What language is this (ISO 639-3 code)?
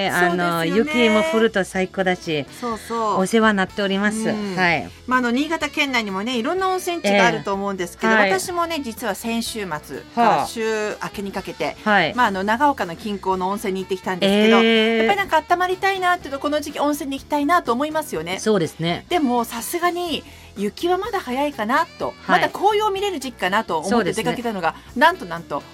jpn